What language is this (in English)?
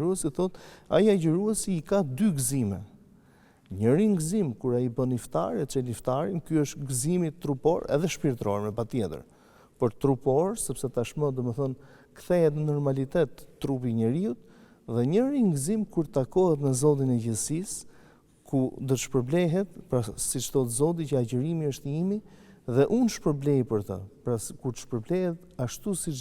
Albanian